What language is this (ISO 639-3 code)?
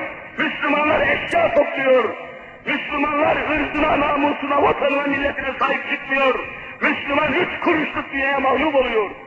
tur